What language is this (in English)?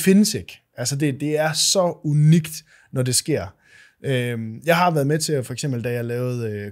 Danish